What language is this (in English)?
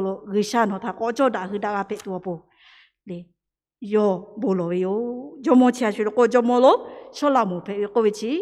Lahu